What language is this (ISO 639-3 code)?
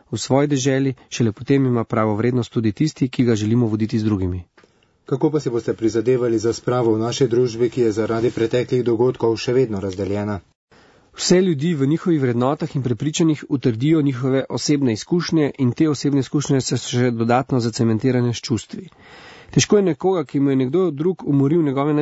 slv